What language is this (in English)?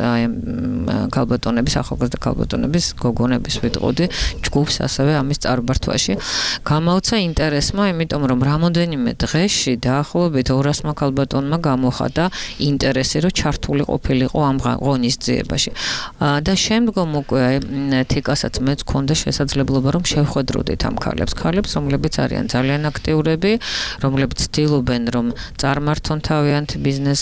Georgian